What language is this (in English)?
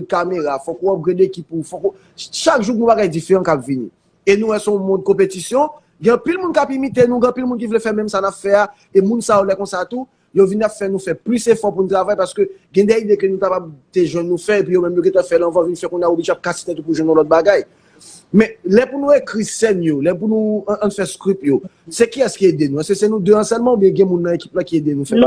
Haitian Creole